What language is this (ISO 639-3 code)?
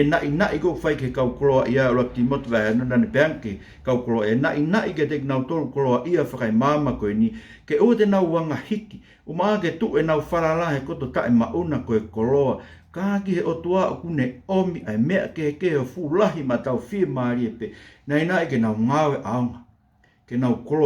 ton